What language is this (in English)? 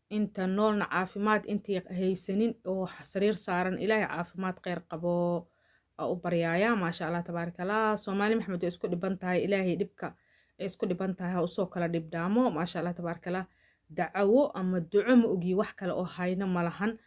Somali